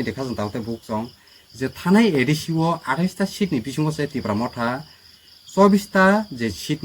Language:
Kok Borok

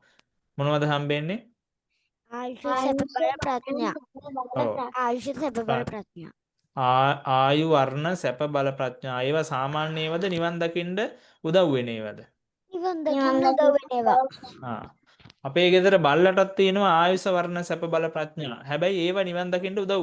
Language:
Sinhala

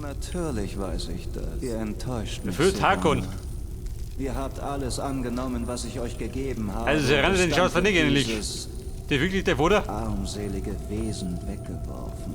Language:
Bavarian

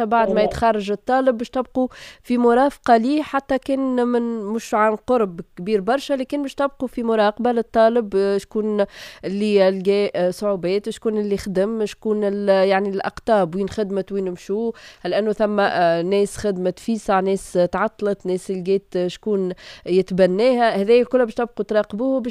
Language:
Tunisian Arabic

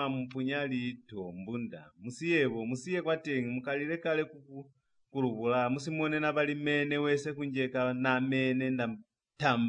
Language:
Lozi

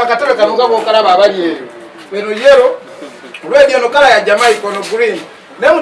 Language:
Ganda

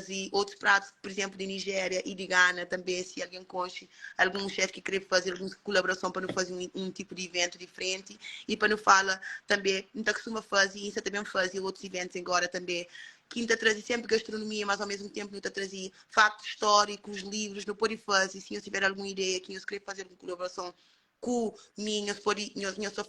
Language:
Kabuverdianu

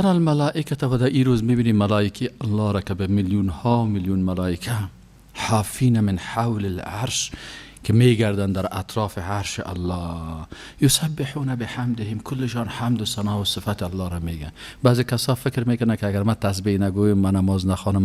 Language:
Persian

